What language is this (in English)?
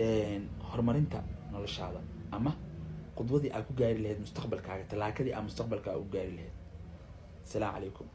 Somali